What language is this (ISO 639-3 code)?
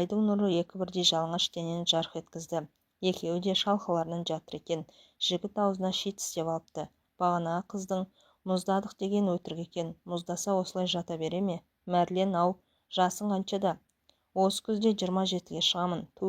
kaz